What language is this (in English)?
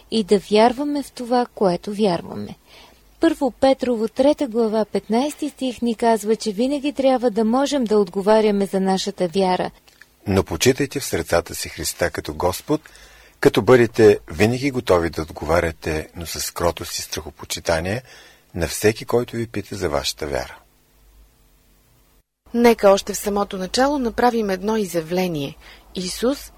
Bulgarian